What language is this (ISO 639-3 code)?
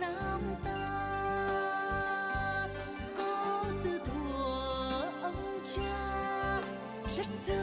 vie